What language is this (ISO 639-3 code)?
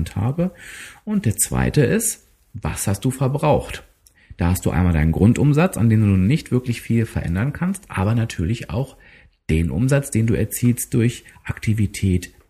deu